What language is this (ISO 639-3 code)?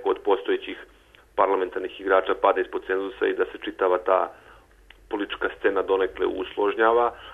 srp